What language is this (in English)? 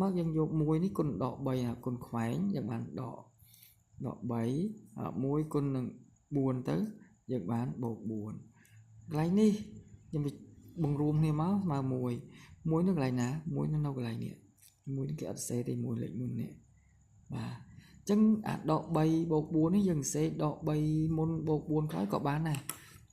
Khmer